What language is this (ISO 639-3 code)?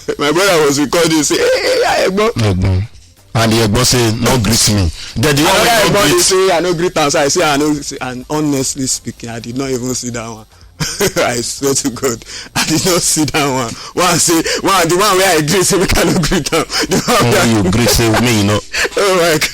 pcm